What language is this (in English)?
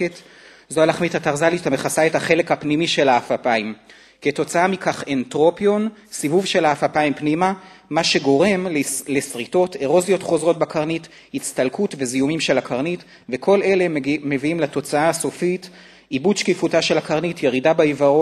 Hebrew